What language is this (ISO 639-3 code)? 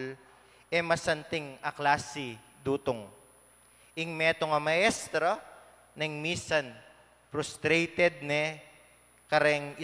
pam